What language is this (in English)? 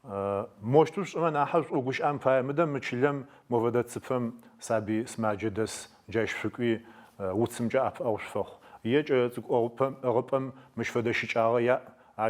Adyghe